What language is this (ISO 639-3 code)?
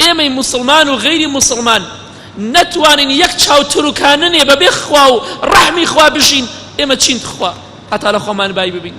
ckb